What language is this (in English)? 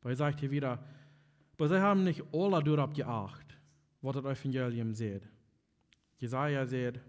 Plautdietsch